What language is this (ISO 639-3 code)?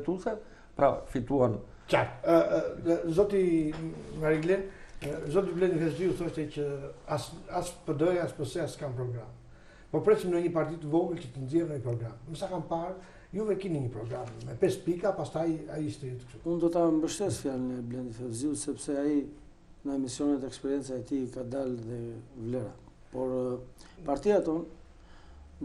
sqi